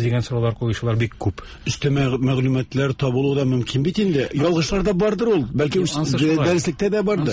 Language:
Tatar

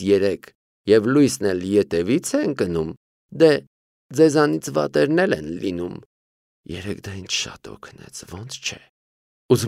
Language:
Armenian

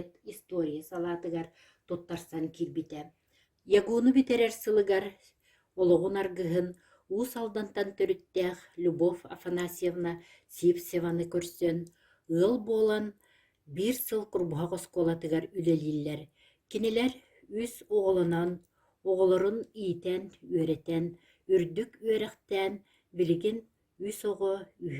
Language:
Yakut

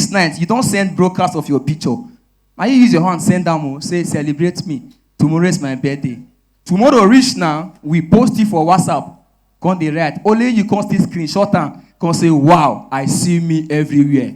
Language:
Nigerian Pidgin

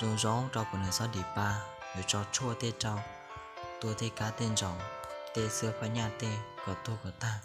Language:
Hmong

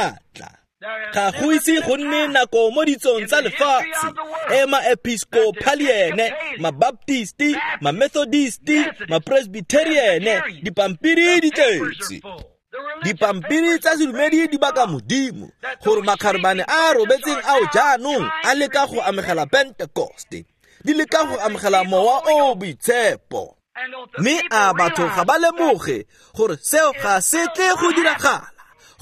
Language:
Tswana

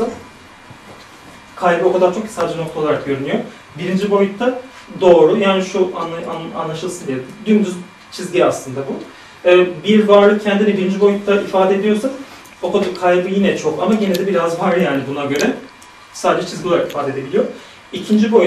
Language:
Turkish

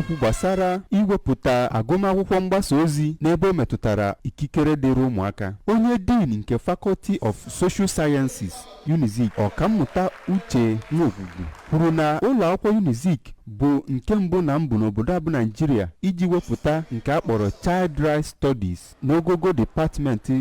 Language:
Igbo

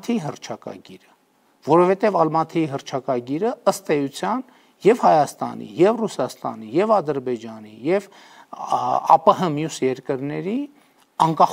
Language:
Armenian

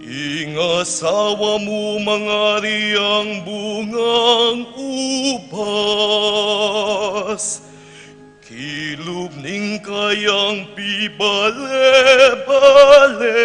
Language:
Pampanga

